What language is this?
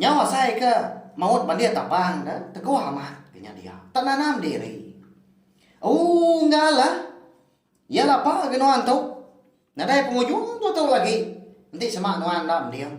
Iban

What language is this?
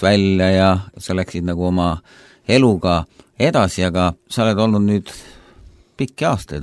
Estonian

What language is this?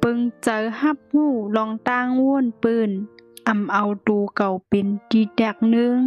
Shan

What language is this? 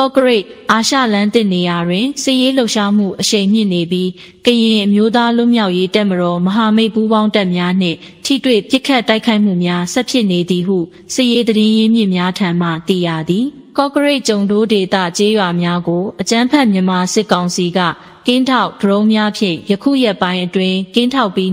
Burmese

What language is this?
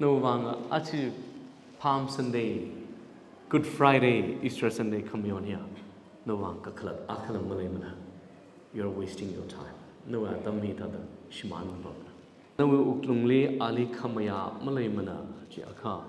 Tangkhul Naga (India)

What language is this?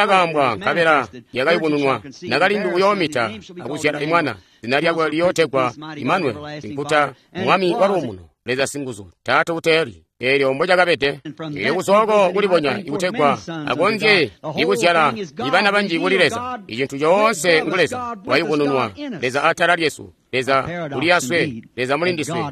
Tonga (Zambia)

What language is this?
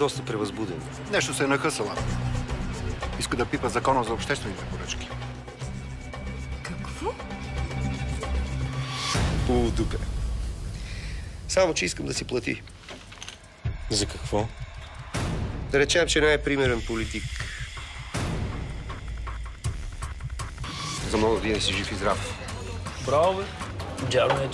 Bulgarian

